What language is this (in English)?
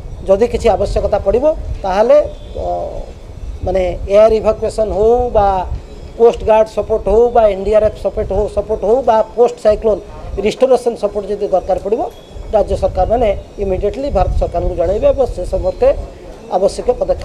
Odia